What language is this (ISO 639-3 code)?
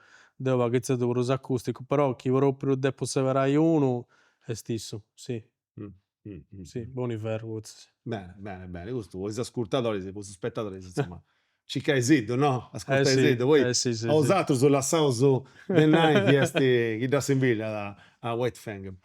srd